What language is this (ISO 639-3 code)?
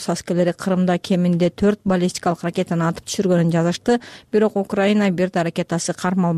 kir